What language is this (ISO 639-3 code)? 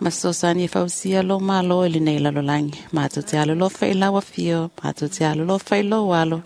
smo